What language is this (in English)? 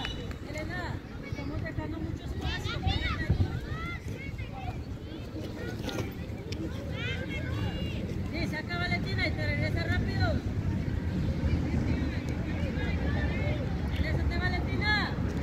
Spanish